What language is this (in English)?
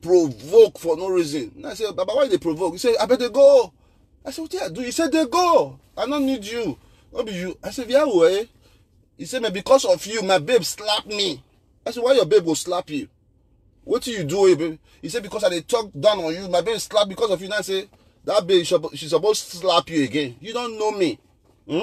Nigerian Pidgin